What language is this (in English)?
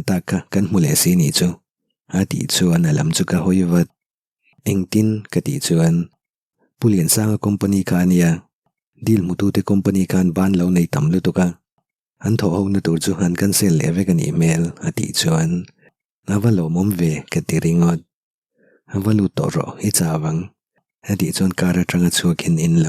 Mizo